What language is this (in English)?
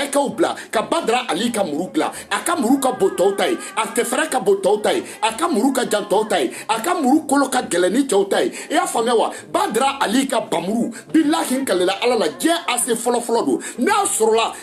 Bambara